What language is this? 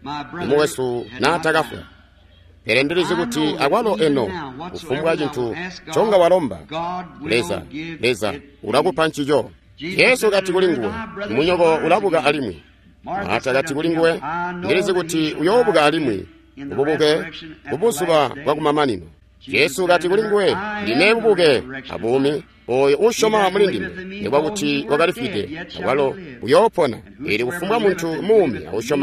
Tonga (Zambia)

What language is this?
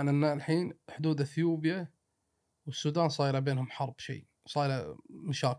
Gulf Arabic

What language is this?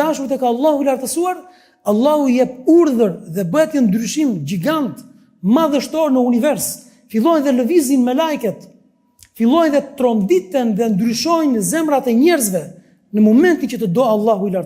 Albanian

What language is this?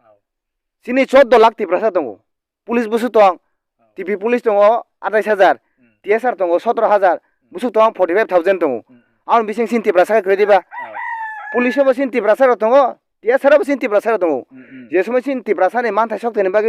Kok Borok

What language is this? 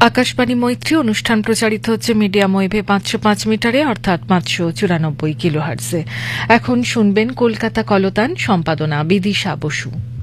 Bangla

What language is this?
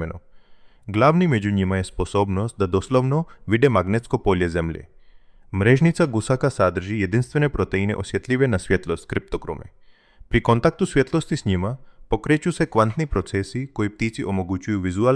Croatian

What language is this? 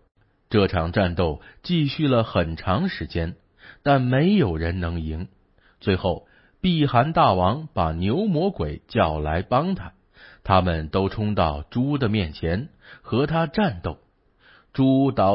Chinese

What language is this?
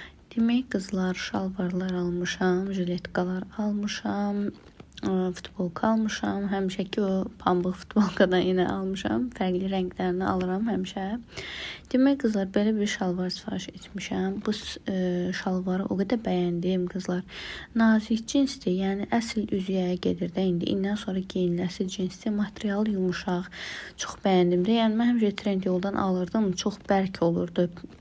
Azerbaijani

